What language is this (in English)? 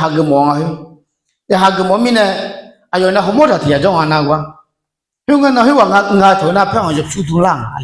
Akha